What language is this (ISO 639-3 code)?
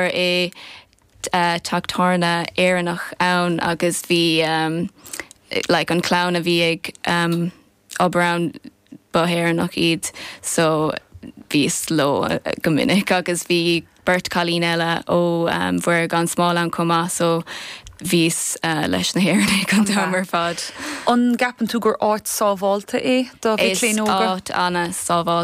gle